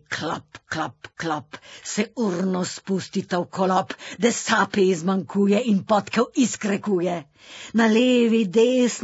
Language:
Slovenian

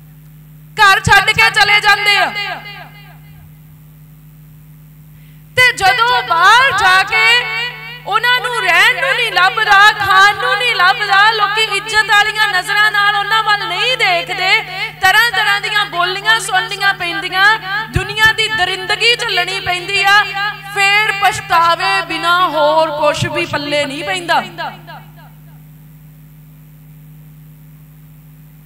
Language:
Punjabi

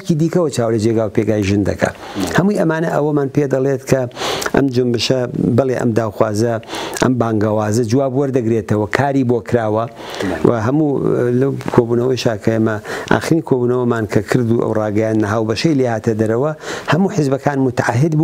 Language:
Central Kurdish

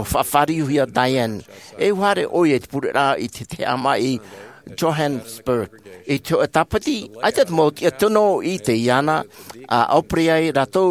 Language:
Tahitian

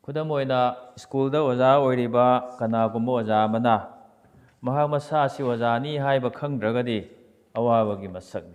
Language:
Manipuri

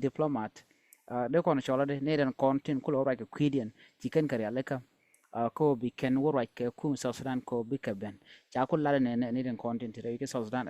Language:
Nuer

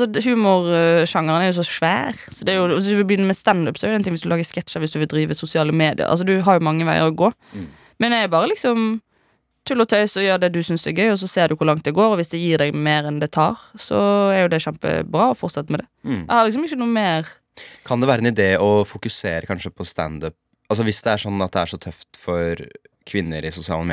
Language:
Norwegian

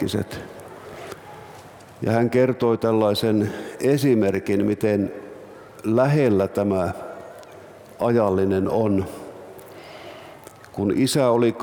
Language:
Finnish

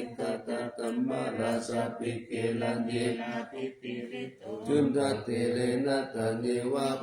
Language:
Pali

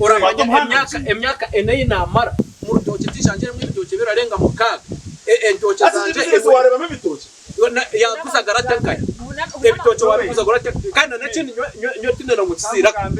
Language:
Nyankole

